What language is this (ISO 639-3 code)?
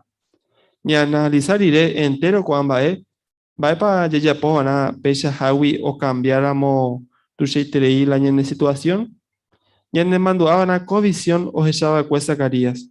grn